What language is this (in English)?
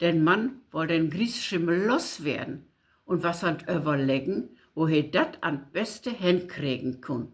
Low German